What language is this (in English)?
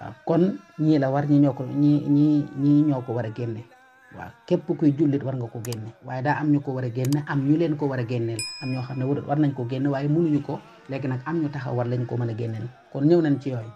Wolof